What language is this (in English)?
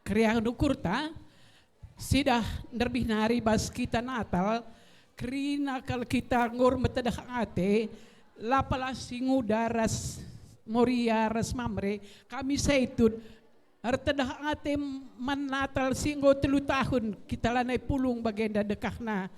Batak Karo